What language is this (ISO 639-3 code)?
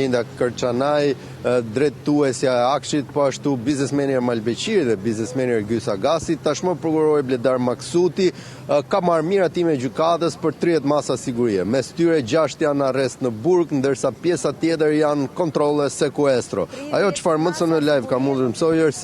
sqi